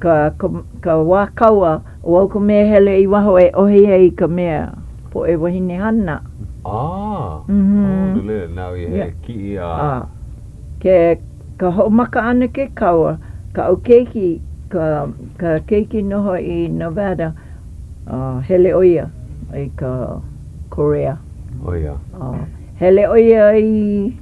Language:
Hawaiian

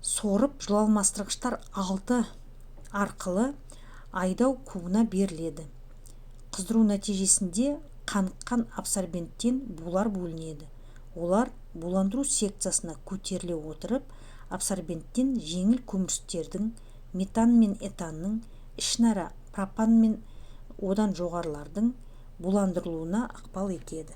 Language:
Kazakh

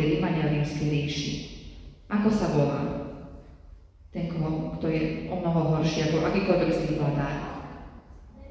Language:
Slovak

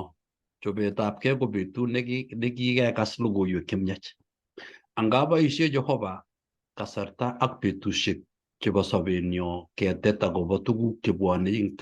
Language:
Kalenjin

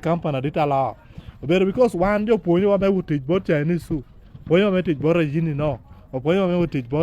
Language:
Lango (Uganda)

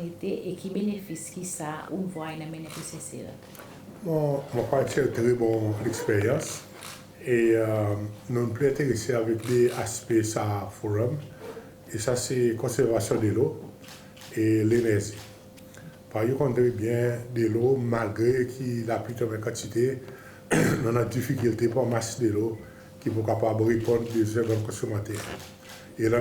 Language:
Seselwa Creole French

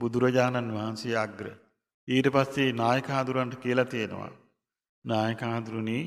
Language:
Sinhala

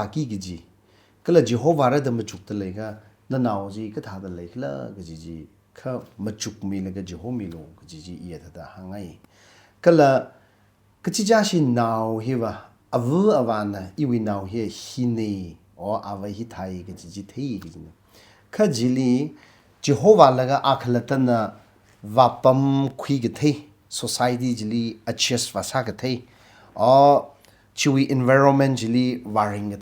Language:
Tangkhul Naga (India)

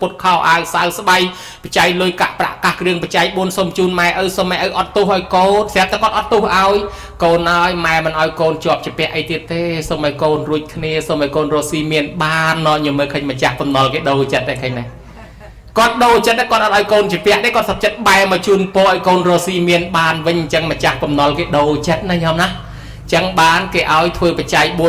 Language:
Khmer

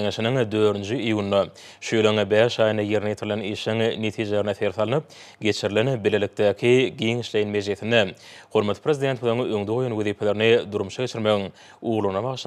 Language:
Turkmen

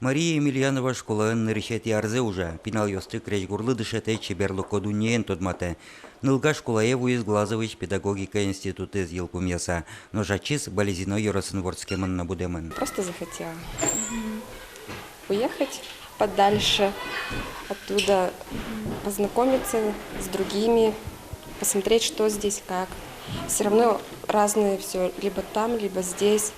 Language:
Udmurt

